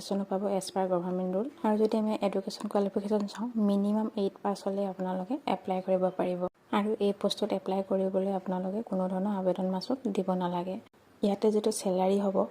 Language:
Assamese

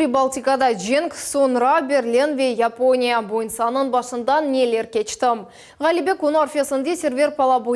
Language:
Crimean Tatar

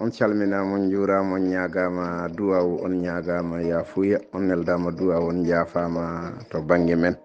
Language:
Fula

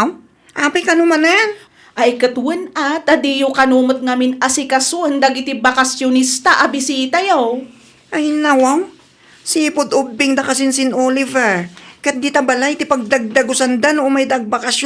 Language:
Iloko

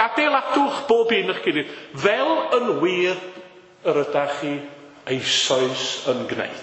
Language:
Welsh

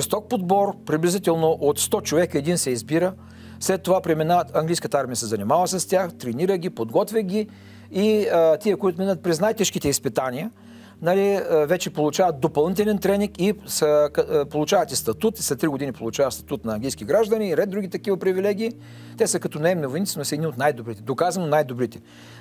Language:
Bulgarian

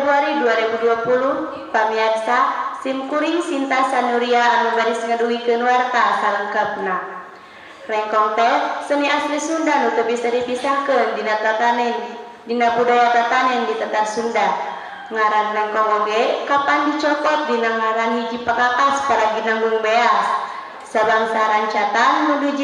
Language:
Sundanese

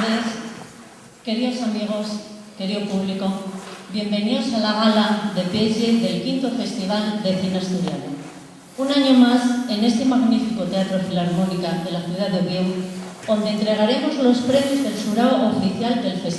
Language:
Asturian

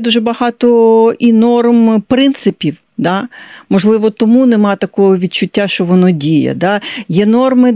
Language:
Ukrainian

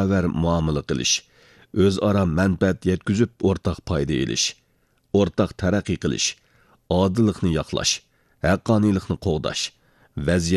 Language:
Uyghur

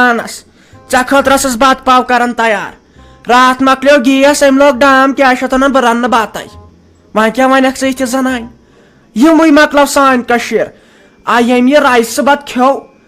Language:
Kashmiri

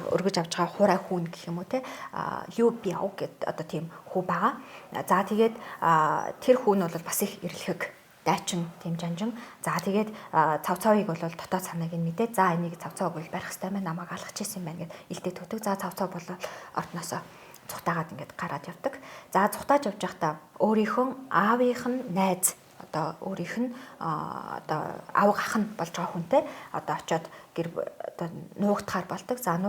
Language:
Mongolian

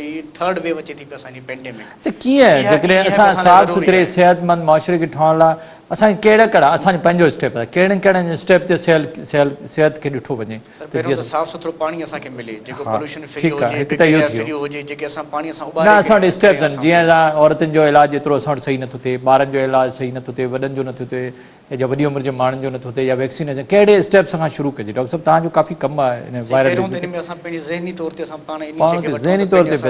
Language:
Sindhi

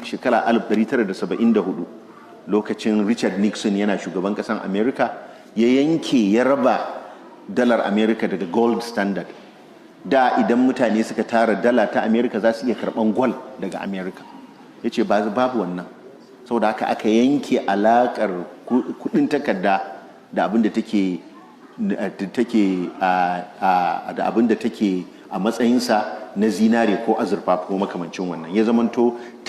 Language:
Hausa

